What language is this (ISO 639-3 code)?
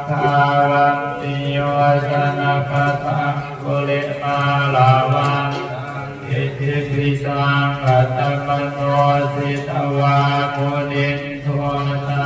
pli